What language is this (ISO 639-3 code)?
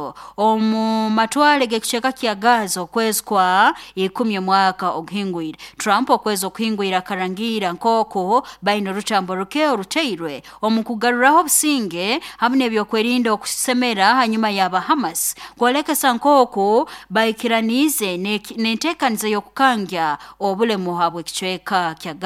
nyo